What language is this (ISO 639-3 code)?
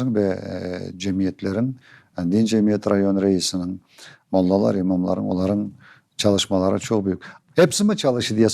crh